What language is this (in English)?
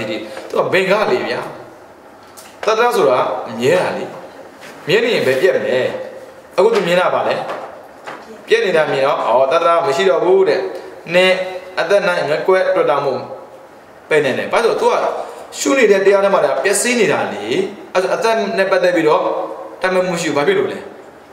Burmese